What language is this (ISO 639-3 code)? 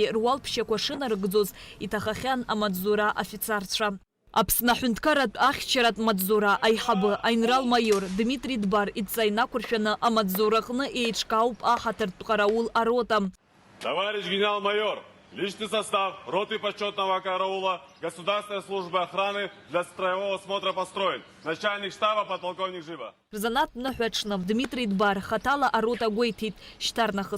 abk